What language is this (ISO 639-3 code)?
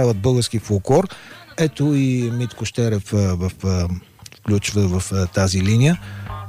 bul